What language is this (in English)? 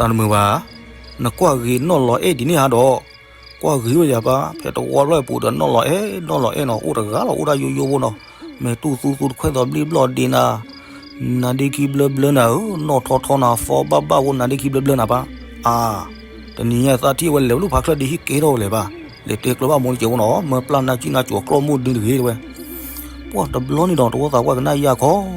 S'gaw Karen